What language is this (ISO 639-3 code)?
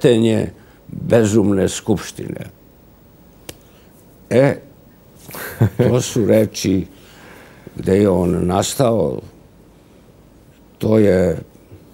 srp